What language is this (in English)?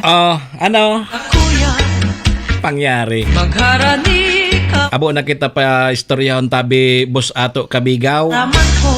Bikol